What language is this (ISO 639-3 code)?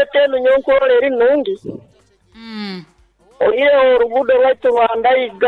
nyo